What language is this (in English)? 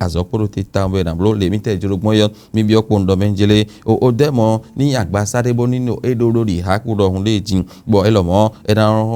Fon